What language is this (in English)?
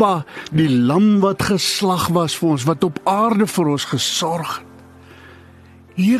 Afrikaans